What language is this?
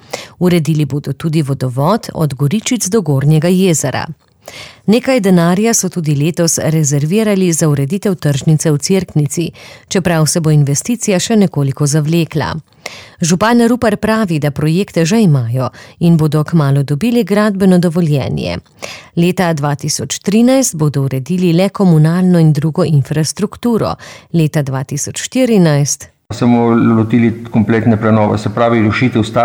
Slovenian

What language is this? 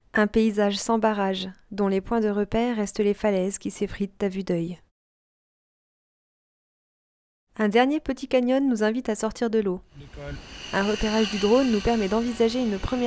French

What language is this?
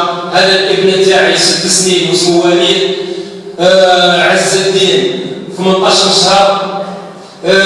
Algerian Arabic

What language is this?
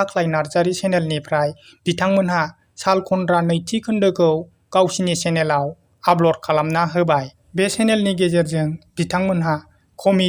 Bodo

